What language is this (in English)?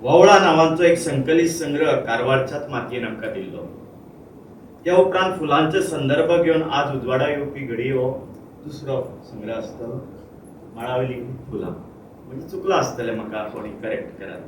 Konkani